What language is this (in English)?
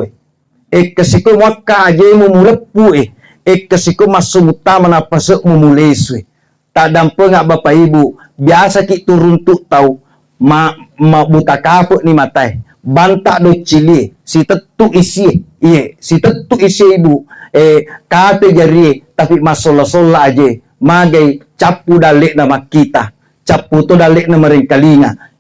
Buginese